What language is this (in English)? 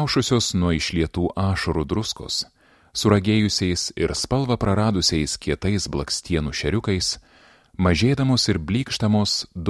Lithuanian